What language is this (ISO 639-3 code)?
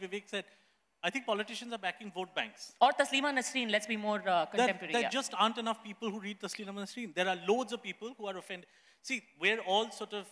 eng